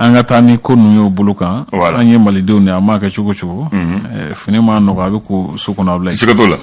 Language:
Bambara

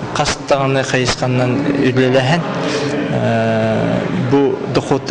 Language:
Yakut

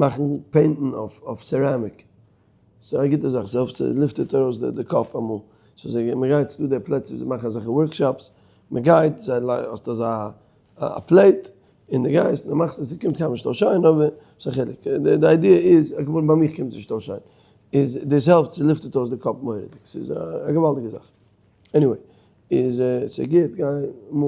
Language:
Yiddish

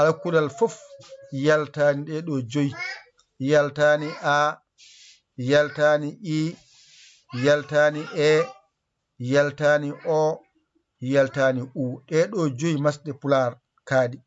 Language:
Fula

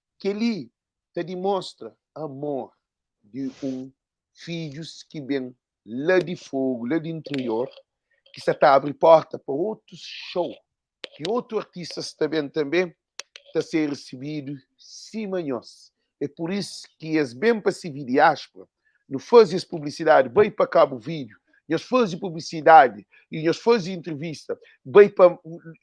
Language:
Kabuverdianu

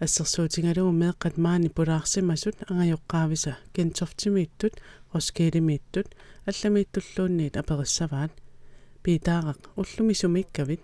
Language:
Kalaallisut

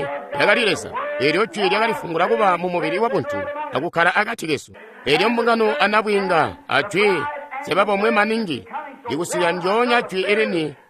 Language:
Tonga (Zambia)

